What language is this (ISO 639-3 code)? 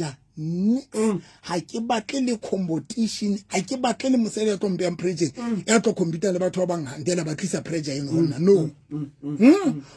sot